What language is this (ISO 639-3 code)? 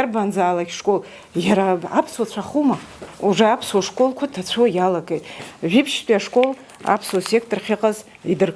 abk